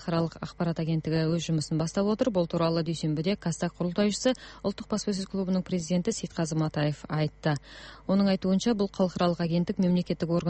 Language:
Kazakh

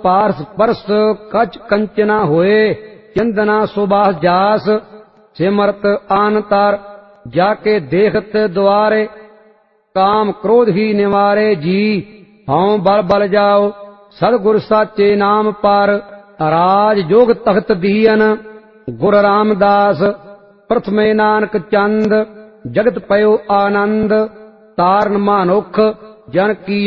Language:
Punjabi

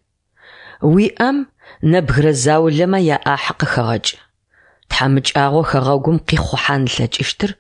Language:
Adyghe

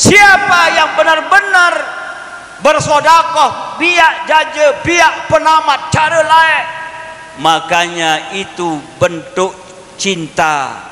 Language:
Sasak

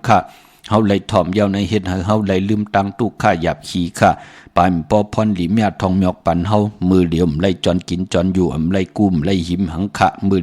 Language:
Shan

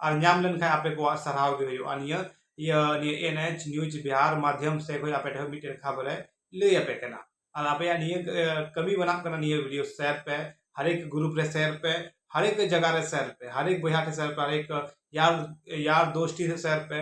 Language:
Santali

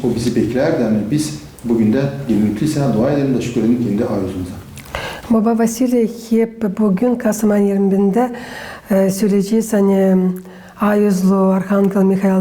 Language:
Gagauz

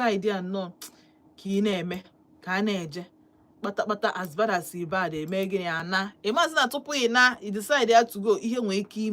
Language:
Igbo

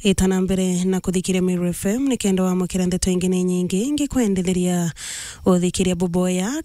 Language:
Meru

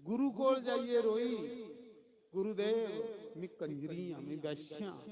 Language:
Dogri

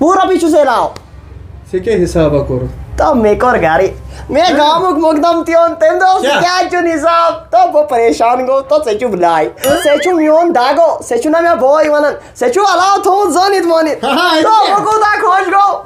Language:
Kashmiri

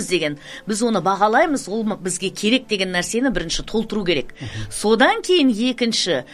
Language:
Kazakh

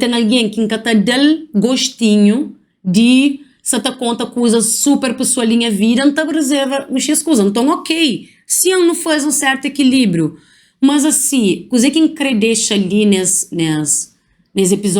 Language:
Kabuverdianu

